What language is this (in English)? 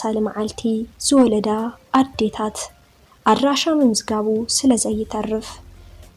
Tigrinya